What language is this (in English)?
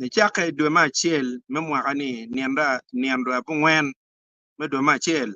Acoli